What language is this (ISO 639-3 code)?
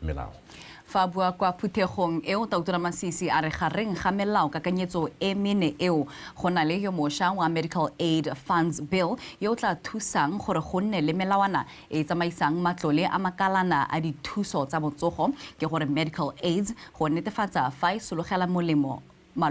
tsn